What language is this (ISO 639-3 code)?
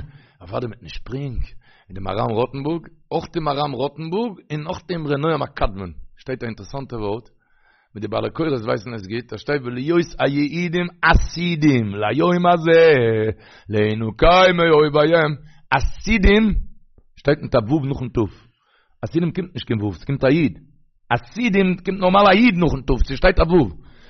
yid